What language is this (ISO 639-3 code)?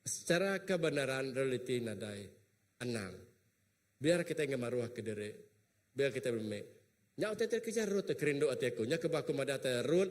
iba